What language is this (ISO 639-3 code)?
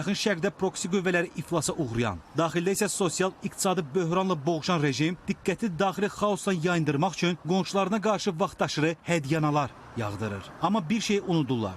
aze